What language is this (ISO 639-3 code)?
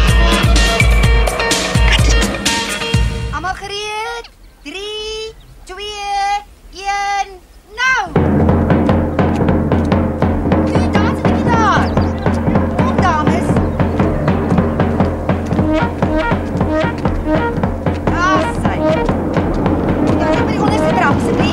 afr